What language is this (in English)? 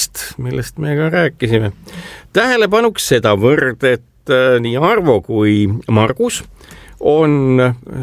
Estonian